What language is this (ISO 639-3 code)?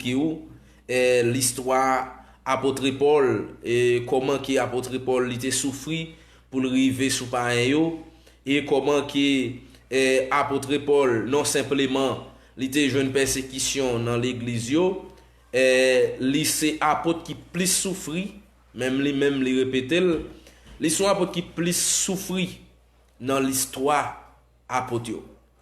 hat